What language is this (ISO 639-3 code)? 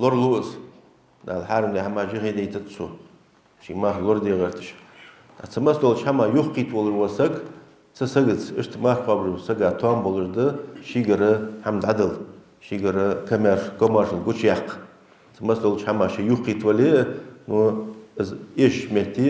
inh